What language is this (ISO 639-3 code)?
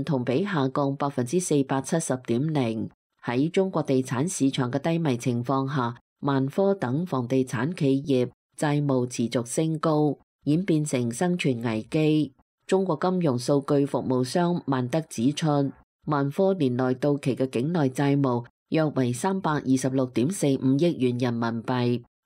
yue